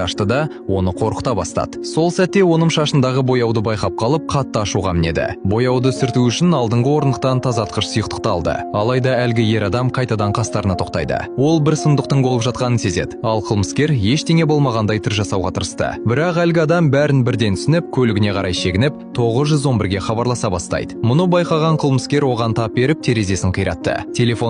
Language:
Kazakh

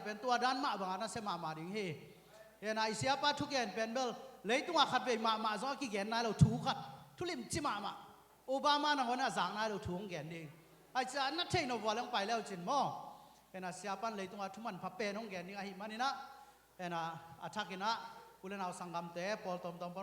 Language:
Tedim Chin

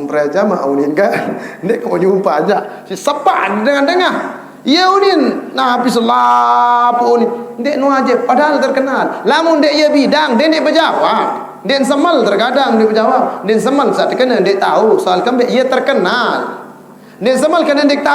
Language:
Sasak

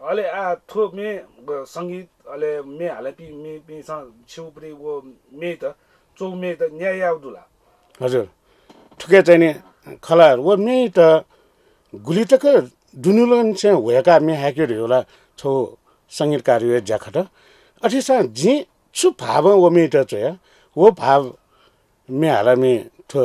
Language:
Newari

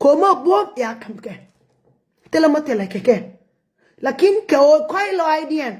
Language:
Nuer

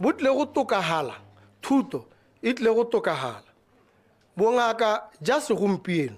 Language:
Tswana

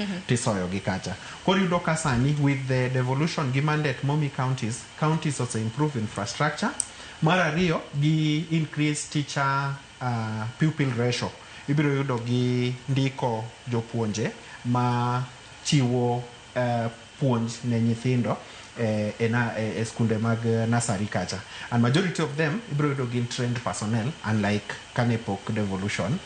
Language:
Luo (Kenya and Tanzania)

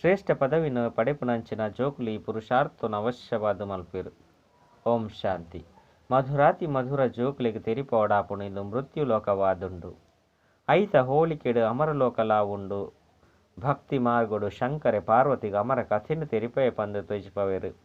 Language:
Tulu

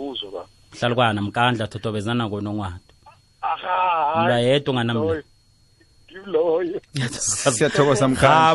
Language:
South Ndebele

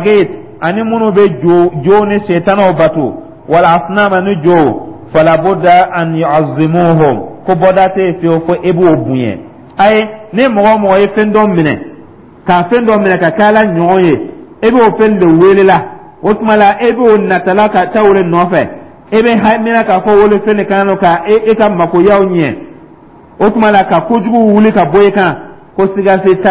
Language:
Dyula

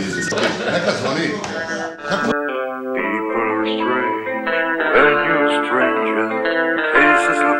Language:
Croatian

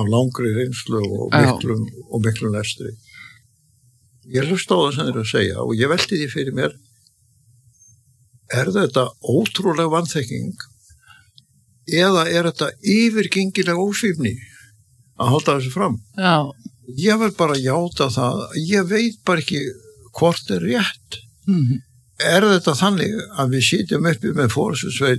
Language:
Icelandic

